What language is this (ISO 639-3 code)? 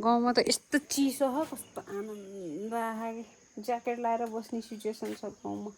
nep